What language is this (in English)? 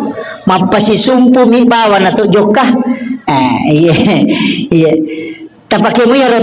Buginese